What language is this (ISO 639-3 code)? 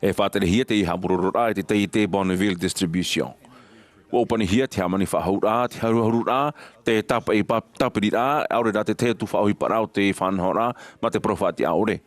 tah